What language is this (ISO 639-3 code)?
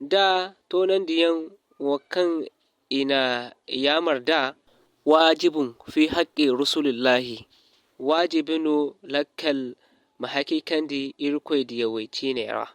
dje